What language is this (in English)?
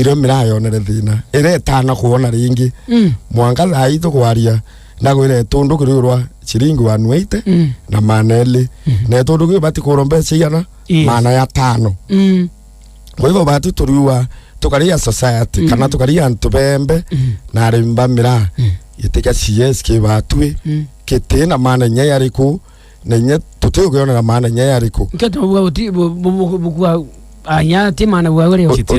Meru